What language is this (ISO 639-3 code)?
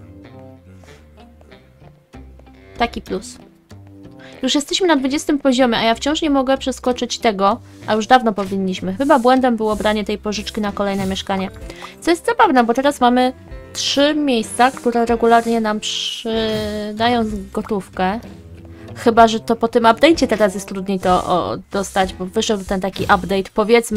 pol